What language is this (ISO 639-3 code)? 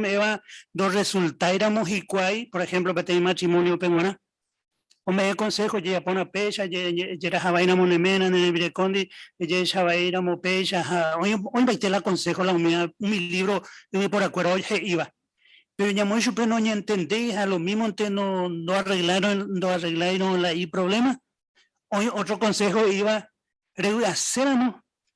grn